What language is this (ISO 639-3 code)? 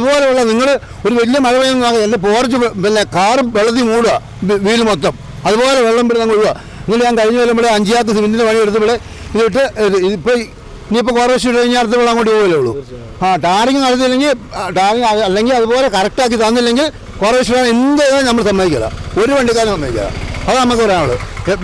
mal